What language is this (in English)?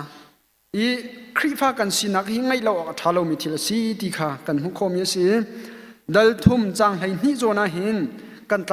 Hakha Chin